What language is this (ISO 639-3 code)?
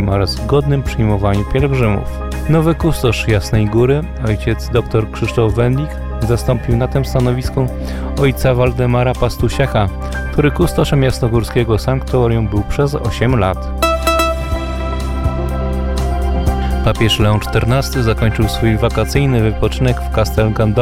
pol